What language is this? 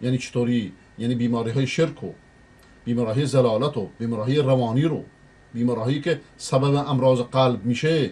Persian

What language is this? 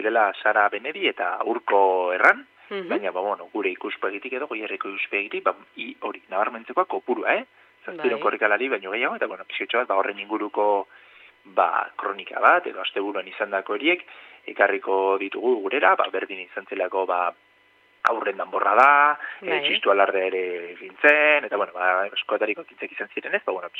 Basque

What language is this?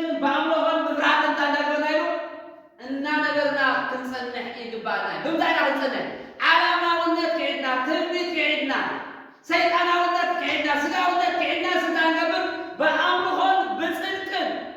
Tigrinya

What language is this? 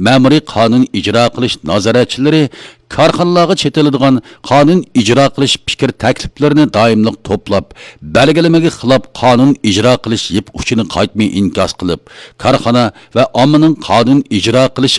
Uyghur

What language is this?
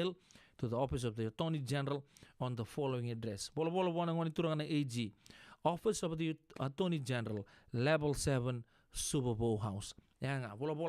Fijian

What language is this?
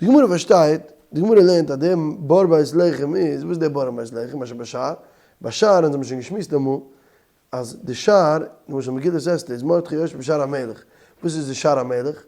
Yiddish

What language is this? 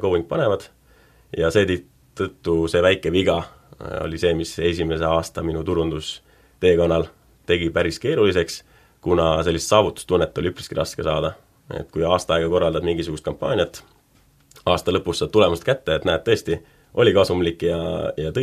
Estonian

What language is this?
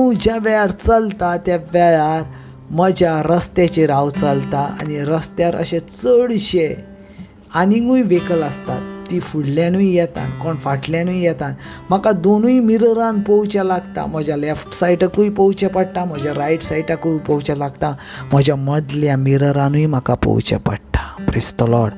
Konkani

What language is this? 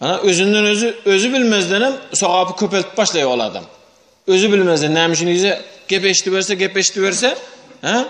Turkmen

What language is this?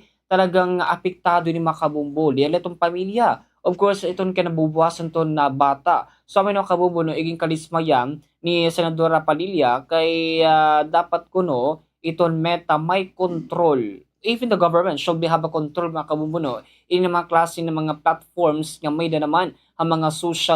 Waray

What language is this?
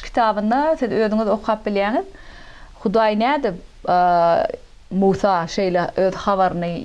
Turkmen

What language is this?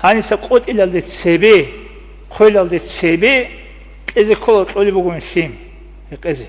Avaric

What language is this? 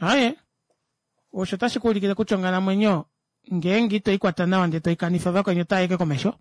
Kuanyama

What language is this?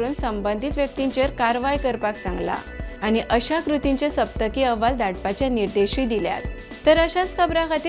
Konkani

